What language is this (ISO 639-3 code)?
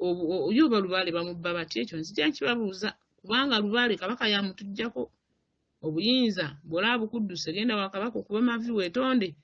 lug